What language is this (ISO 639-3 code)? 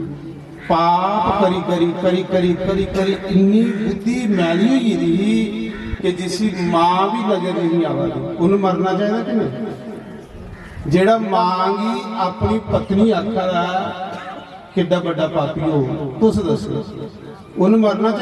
doi